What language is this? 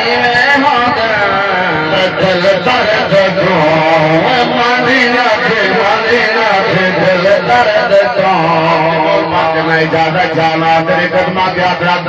Saraiki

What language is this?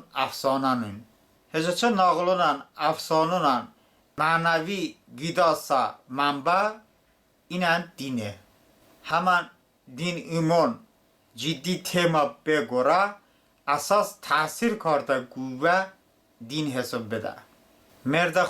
Talysh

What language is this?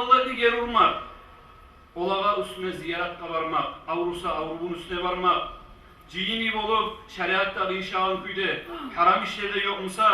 Kumyk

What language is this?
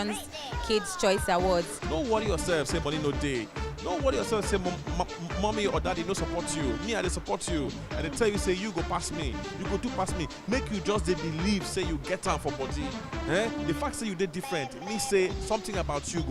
Nigerian Pidgin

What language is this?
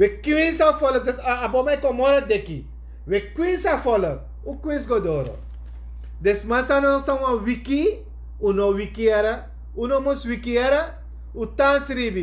Sranan Tongo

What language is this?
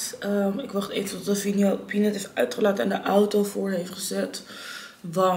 Dutch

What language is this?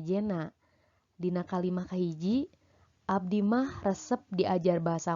Sundanese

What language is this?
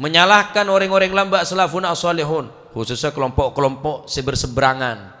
Madurese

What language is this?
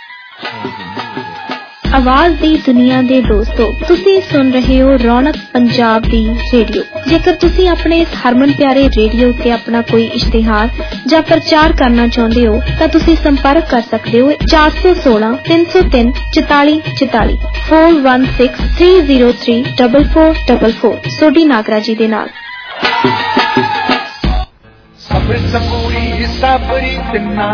Punjabi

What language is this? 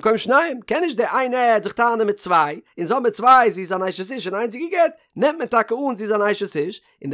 Yiddish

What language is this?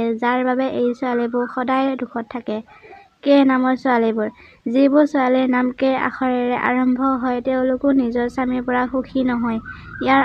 Assamese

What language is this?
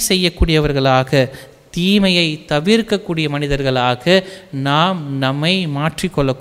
Tamil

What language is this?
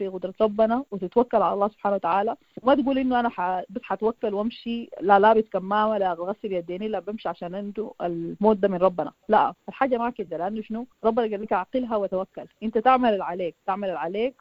Sudanese Arabic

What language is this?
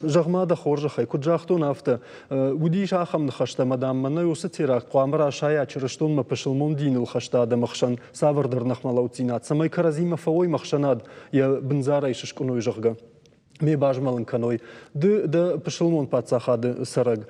Ossetic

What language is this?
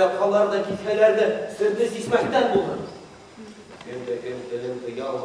Bashkir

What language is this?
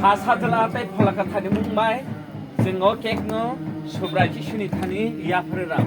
Kok Borok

